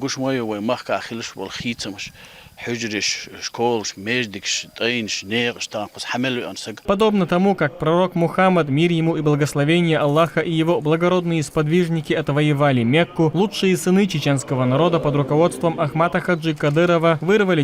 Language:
Chechen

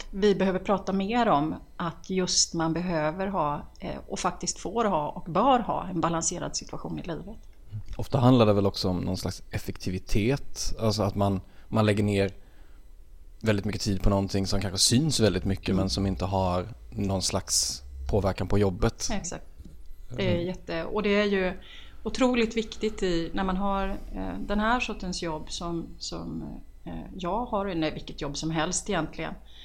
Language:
Swedish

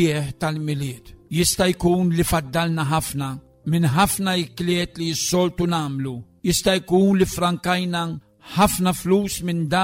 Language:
Maltese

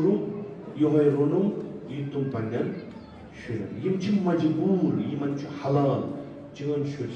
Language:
Kashmiri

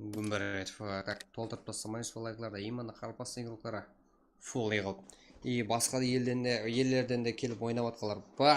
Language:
Kara-Kalpak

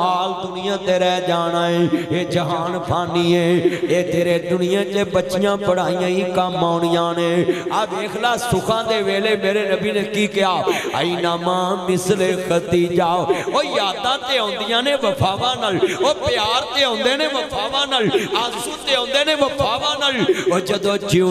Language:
Western Panjabi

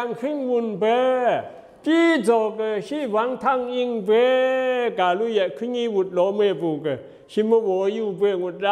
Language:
Zaiwa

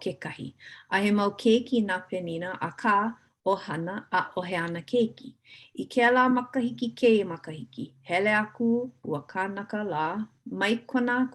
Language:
Hawaiian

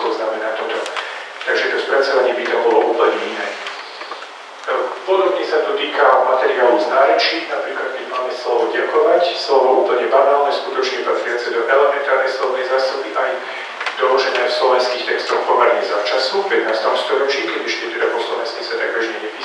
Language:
Slovak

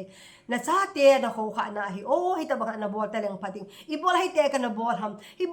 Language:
Thado Chin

